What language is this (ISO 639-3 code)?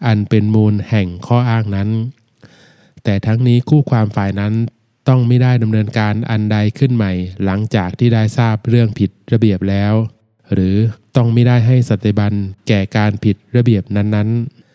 tha